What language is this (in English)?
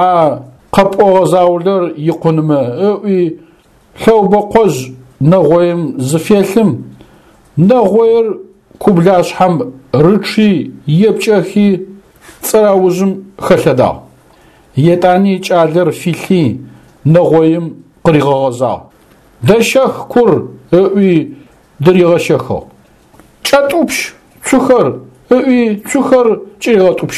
Adyghe